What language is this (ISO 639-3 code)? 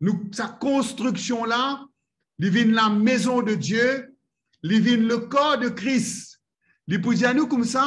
mfe